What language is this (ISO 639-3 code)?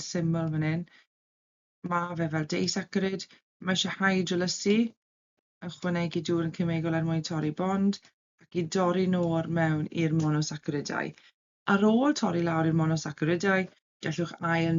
cym